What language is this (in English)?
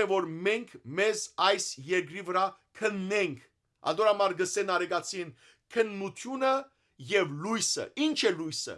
Western Armenian